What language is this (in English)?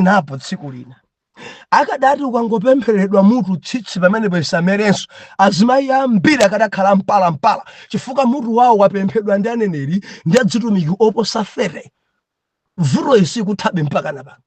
Nyanja